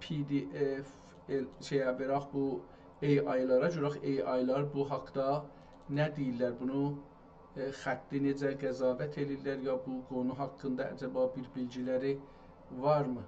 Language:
South Azerbaijani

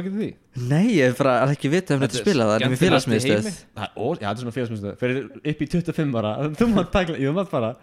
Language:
Icelandic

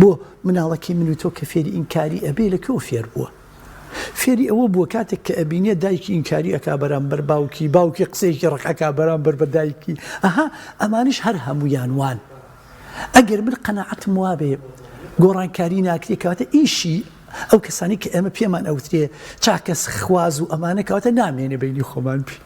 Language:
Central Kurdish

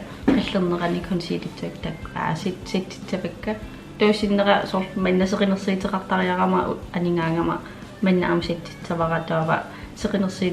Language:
Kalaallisut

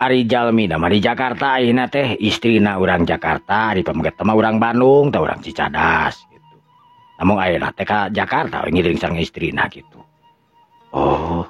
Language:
Sundanese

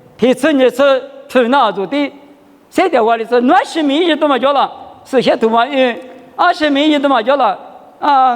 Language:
Lisu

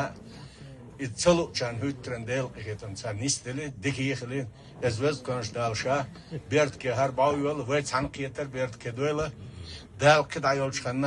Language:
Chechen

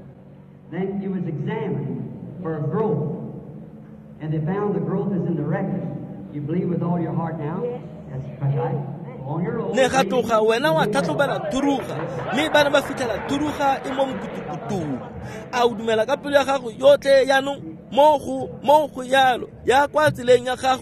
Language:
Tswana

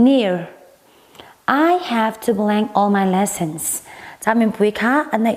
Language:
Hakha Chin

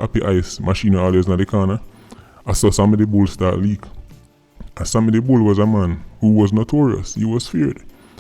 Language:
Jamaican Creole English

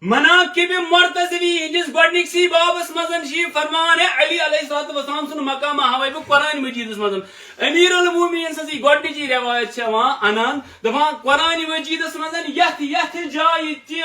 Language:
Kashmiri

